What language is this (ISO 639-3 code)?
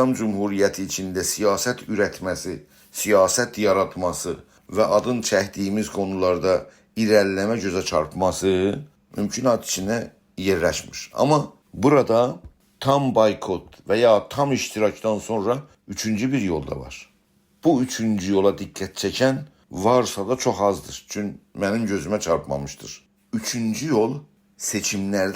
azb